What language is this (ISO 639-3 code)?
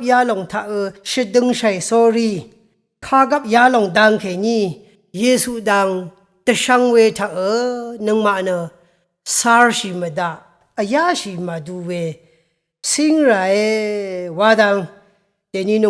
raw